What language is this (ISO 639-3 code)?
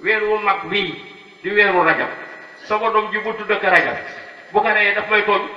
wol